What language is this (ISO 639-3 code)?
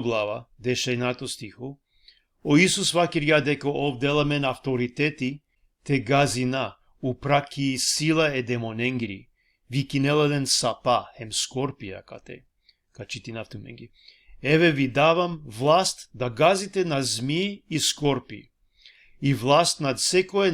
rmn